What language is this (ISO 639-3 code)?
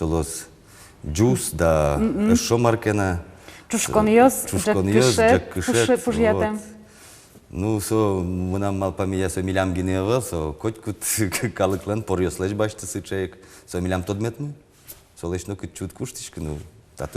udm